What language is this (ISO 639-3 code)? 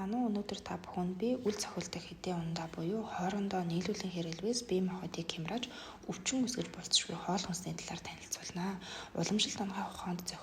mon